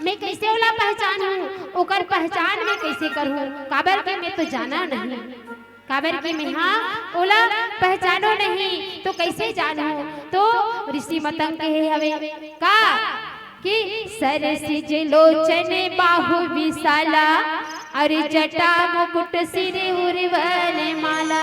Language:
Chhattisgarhi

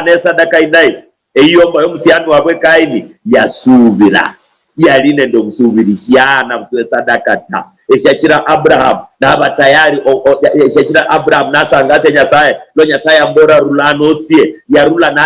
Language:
Luyia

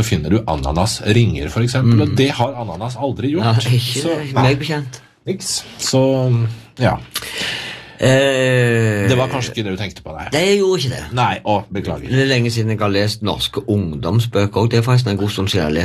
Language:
Norwegian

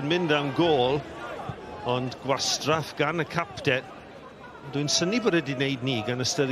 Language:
Welsh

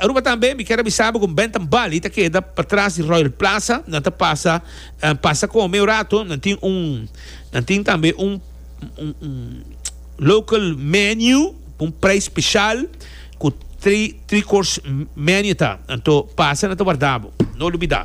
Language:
Papiamento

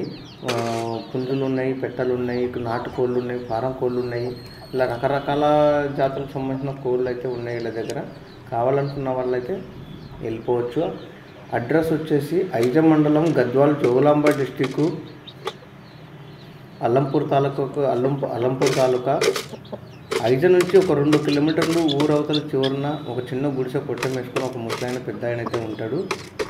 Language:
Telugu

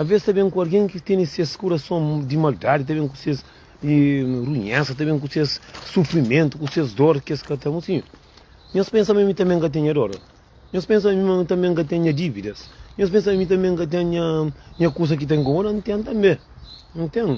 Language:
Kabuverdianu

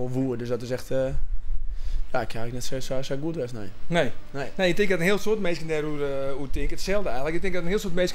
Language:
Western Frisian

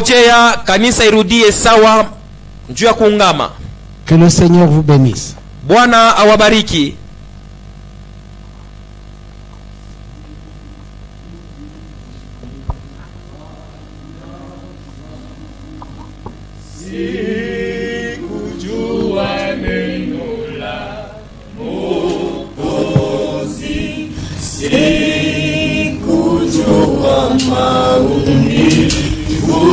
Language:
Swahili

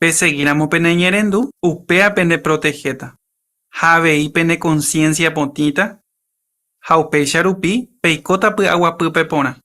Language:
Guarani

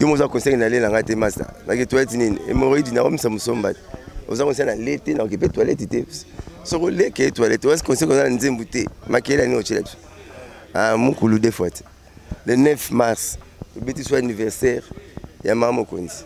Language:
Lingala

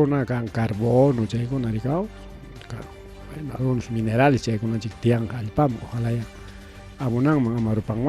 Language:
Ayacucho Quechua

